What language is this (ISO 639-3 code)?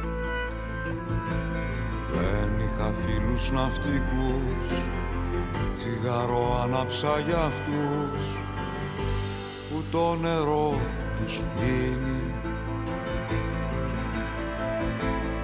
ell